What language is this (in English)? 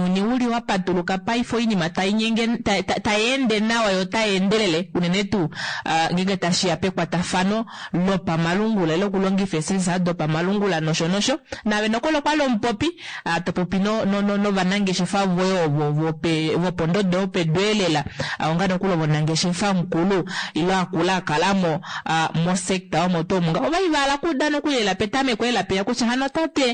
Kuanyama